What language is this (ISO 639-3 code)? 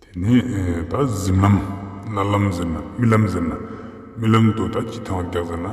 lbj